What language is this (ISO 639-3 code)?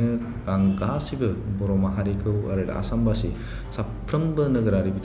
brx